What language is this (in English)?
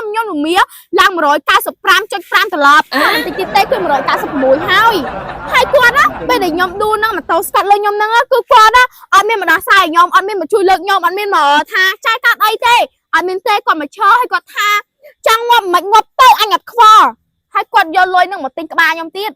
Khmer